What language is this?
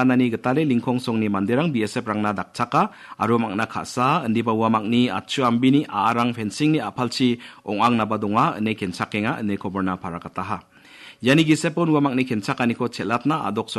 Garo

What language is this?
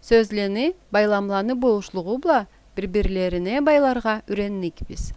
Karachay-Balkar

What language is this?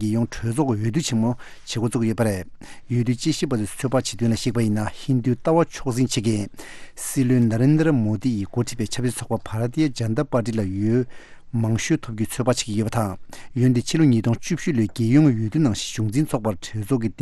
Tibetan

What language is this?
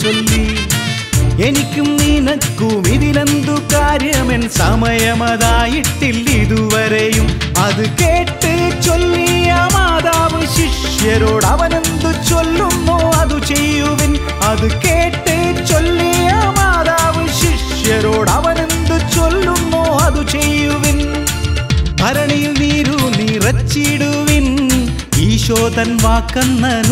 Malayalam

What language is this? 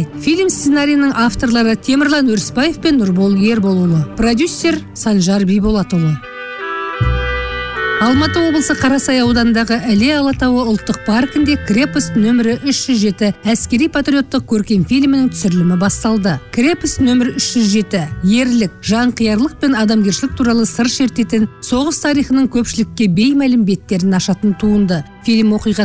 Kazakh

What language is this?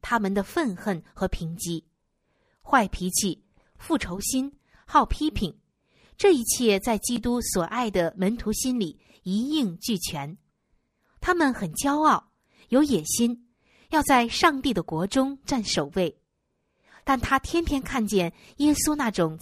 Chinese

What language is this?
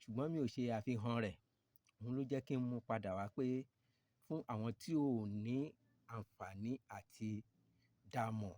Yoruba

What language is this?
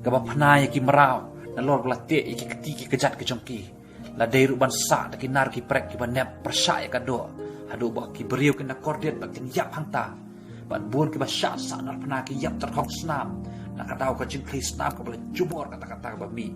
Khasi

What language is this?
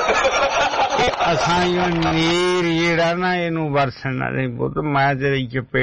Punjabi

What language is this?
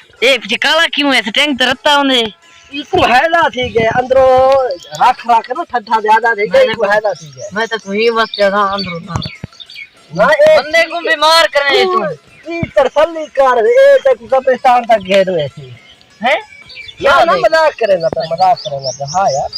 Saraiki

